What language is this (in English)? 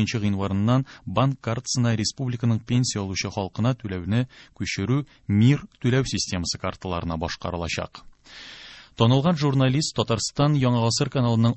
Tatar